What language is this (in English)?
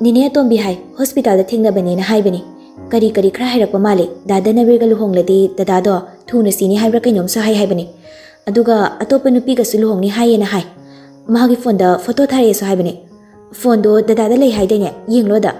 Manipuri